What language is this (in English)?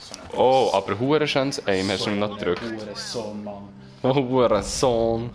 Swiss German